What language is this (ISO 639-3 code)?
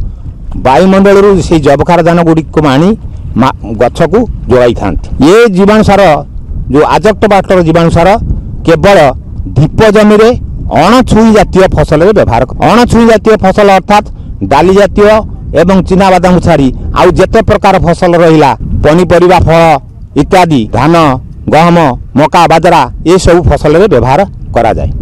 ori